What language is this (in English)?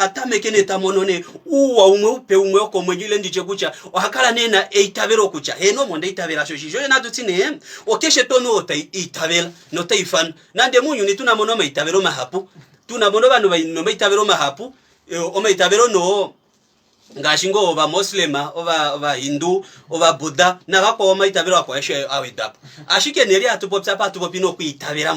Kuanyama